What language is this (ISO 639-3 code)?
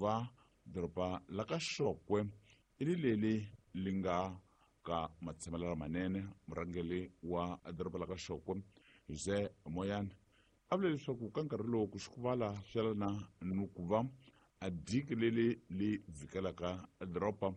tso